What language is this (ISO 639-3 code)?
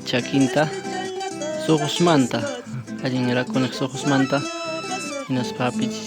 quy